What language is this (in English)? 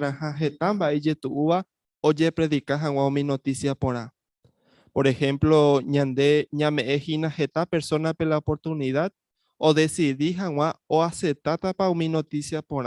Guarani